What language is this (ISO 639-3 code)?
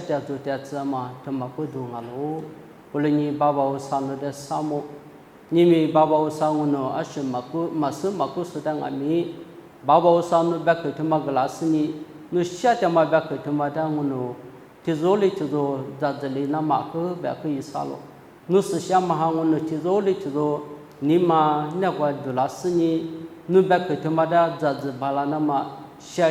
lis